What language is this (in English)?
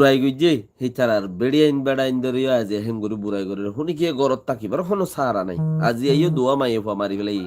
Rohingya